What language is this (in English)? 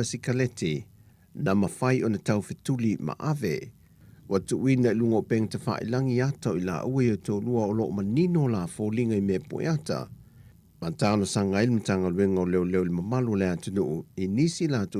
Samoan